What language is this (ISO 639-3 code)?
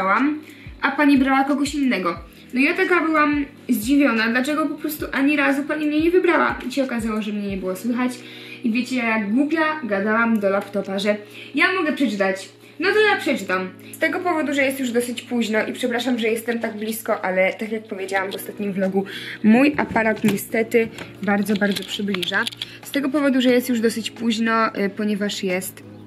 pol